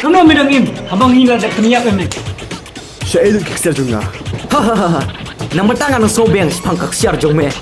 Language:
Khasi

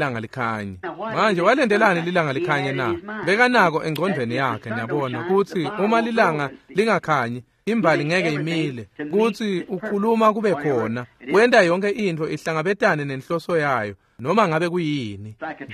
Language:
Swati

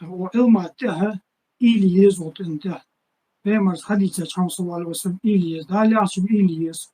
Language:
Ingush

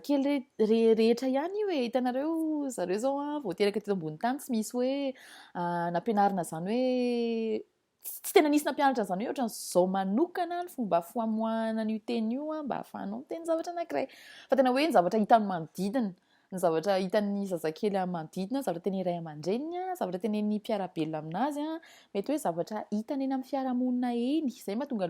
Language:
Malagasy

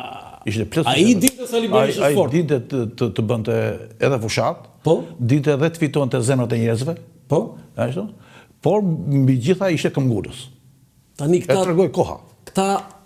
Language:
Albanian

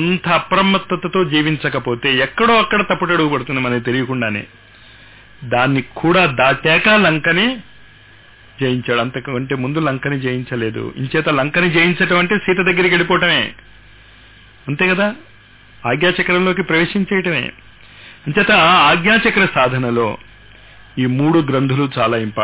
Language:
Telugu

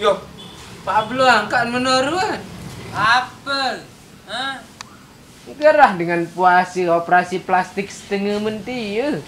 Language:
Sasak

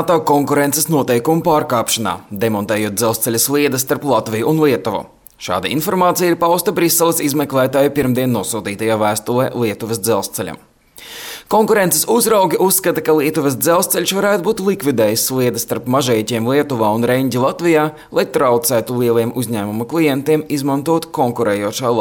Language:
Latvian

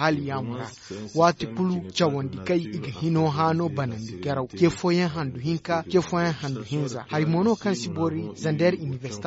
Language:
Zarma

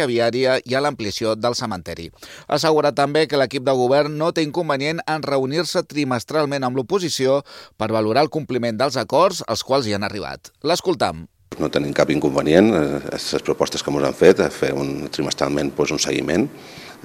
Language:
Catalan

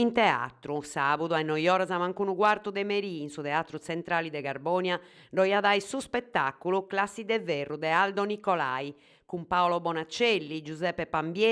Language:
Sardinian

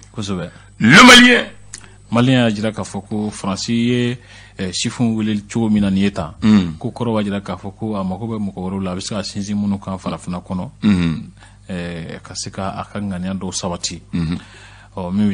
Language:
Bambara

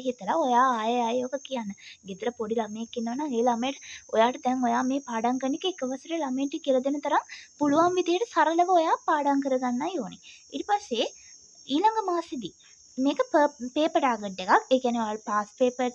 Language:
Sinhala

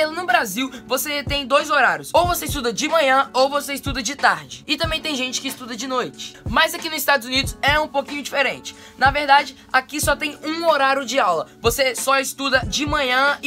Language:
Portuguese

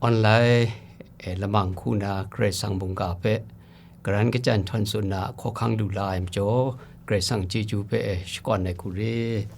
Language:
Kachin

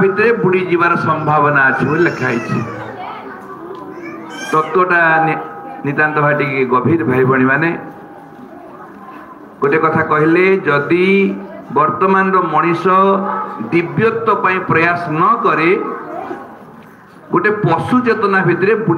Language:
Odia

